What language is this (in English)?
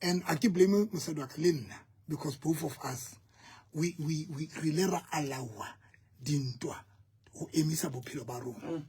Southern Sotho